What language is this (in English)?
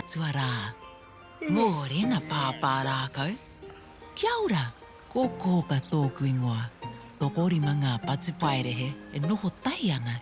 Māori